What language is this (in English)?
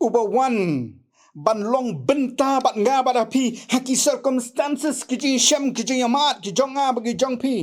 Khasi